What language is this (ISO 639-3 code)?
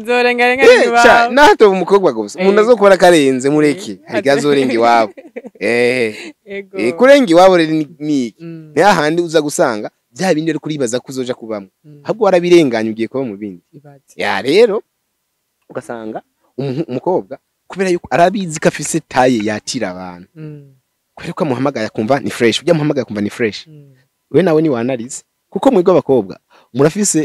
run